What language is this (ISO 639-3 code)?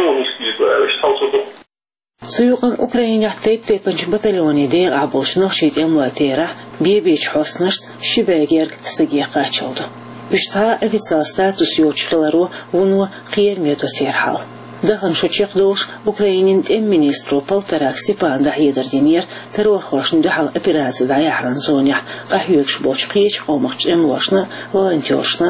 che